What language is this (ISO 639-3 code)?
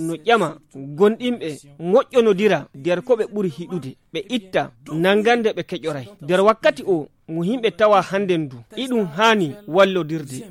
fuv